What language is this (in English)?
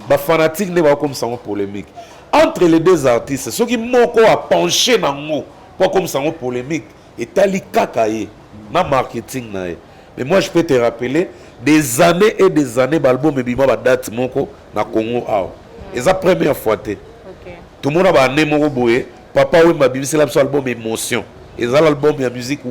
Lingala